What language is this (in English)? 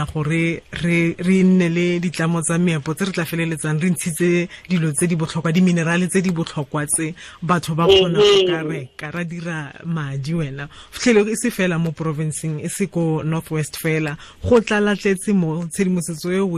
Tswana